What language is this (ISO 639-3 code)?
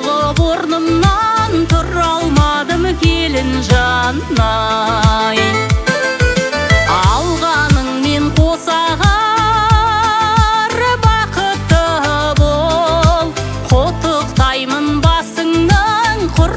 kaz